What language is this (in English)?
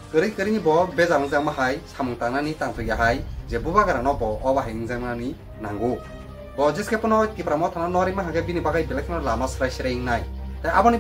Kok Borok